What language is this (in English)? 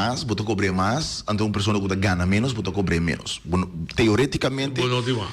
Papiamento